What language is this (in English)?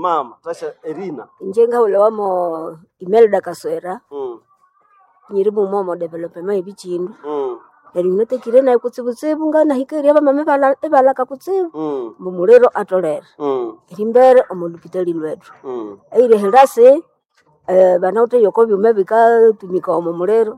Nande